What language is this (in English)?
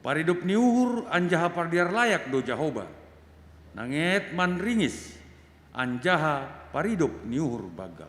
Batak Simalungun